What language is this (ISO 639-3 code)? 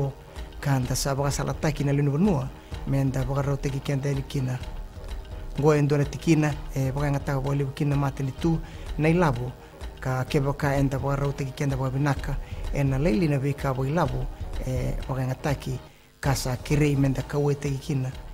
fij